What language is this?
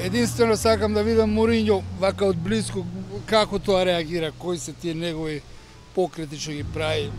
Macedonian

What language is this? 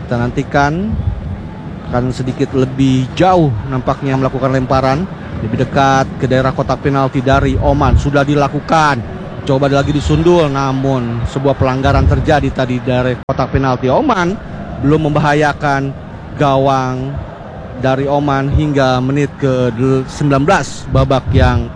Indonesian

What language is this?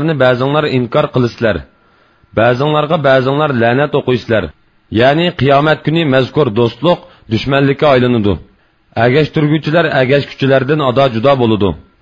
Uyghur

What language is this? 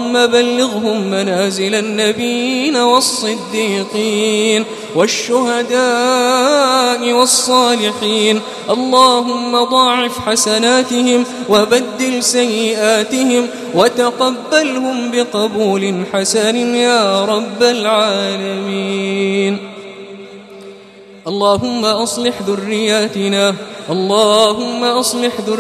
Arabic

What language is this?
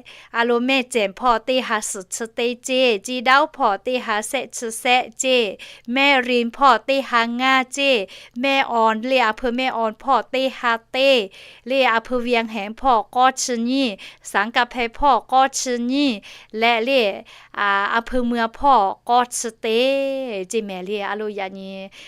Lahu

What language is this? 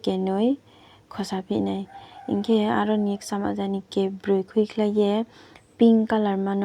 Riang (India)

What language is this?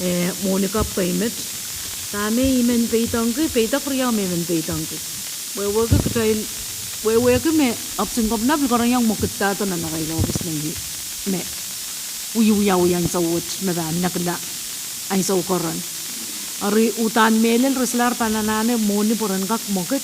Pohnpeian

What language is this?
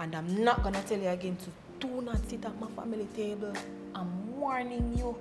Jamaican Creole English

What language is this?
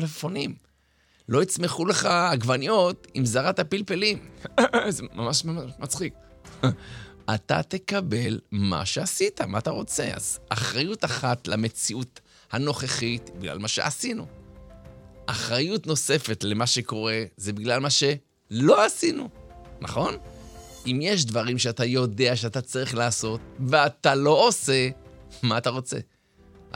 Hebrew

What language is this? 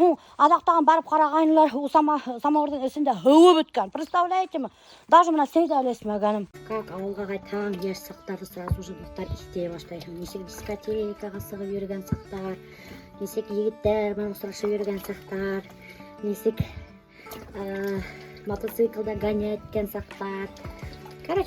Bashkir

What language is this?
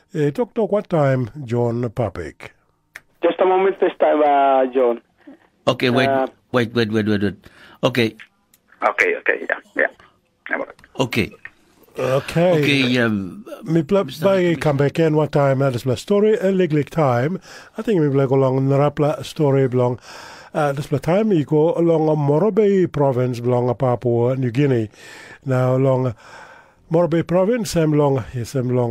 Tok Pisin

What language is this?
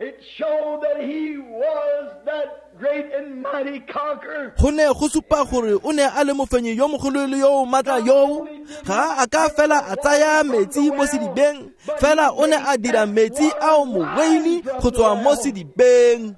Tswana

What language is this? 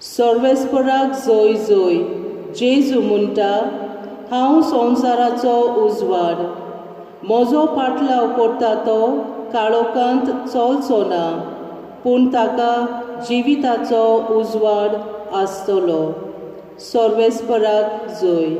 Konkani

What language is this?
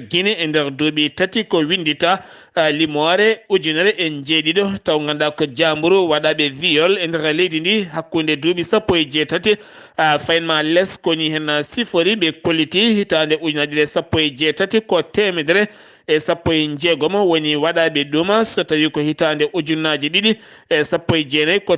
Fula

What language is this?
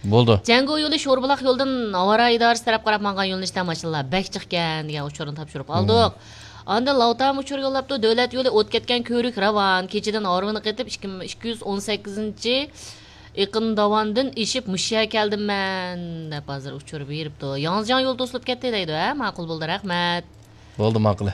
Uyghur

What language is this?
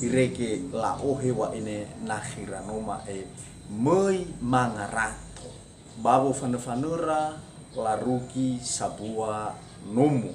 Nias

